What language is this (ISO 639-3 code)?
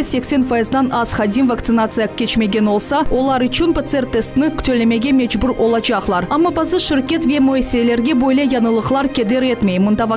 crh